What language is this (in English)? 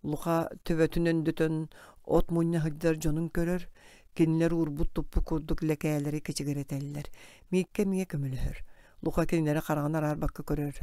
Yakut